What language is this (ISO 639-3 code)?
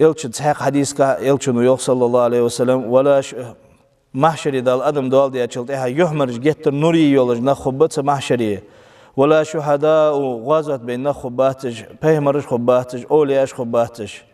inh